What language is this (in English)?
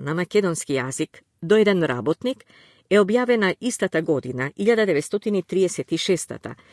Macedonian